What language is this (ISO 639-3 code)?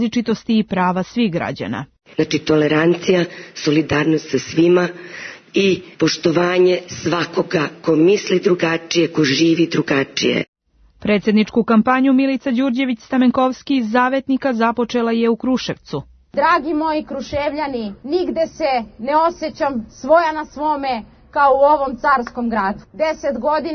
srp